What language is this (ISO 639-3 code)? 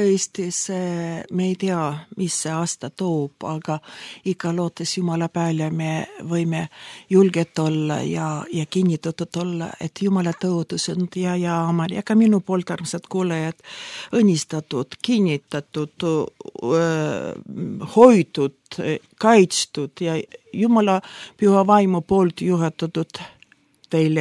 est